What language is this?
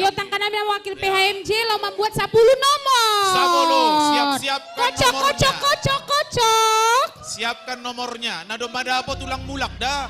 Batak Simalungun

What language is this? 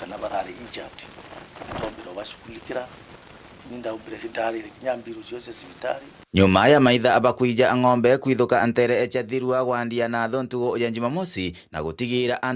Meru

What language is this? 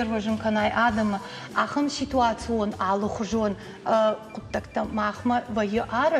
Ossetic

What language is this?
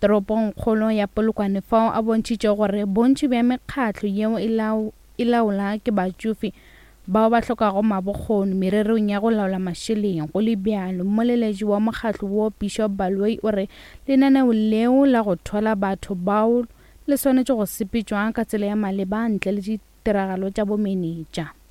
Northern Sotho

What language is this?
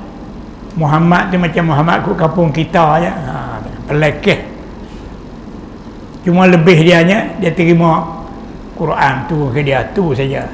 Malay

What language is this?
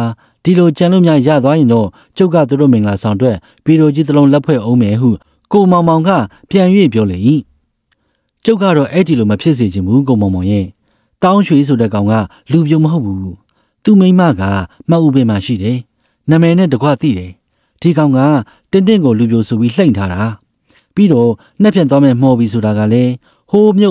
Burmese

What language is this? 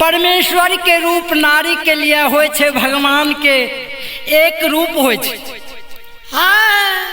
Maithili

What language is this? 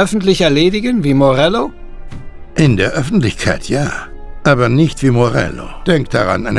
Bavarian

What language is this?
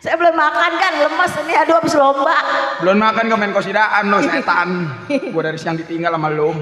Betawi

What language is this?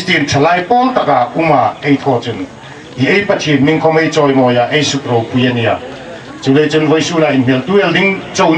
Hmar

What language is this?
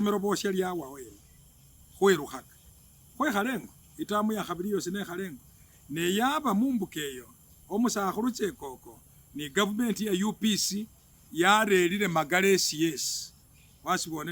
Masaaba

